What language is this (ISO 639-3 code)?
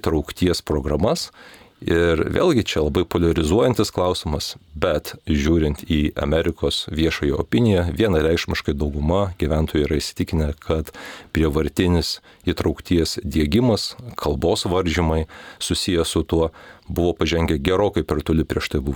lit